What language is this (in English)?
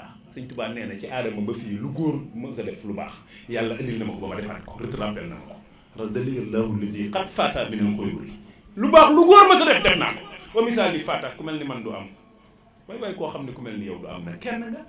Wolof